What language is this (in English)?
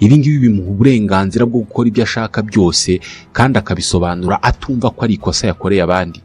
Kinyarwanda